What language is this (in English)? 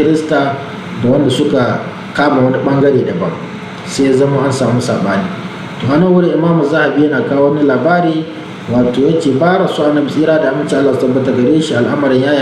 Hausa